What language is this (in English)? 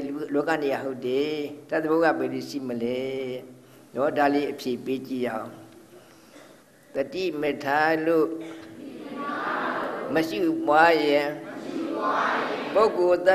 Burmese